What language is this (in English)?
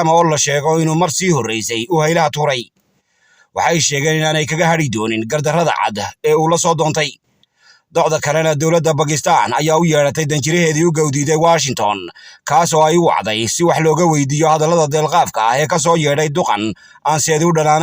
Somali